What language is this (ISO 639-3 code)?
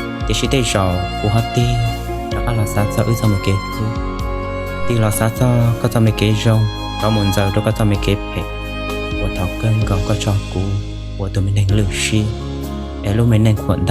hmn